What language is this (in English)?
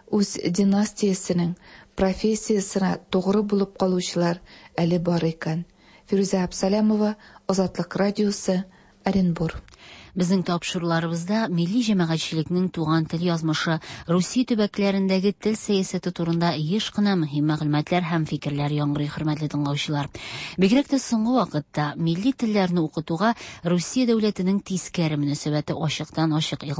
Tatar